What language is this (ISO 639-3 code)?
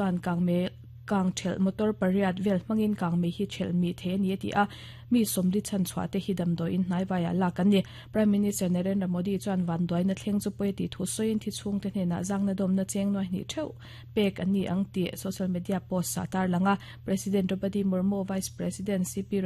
lus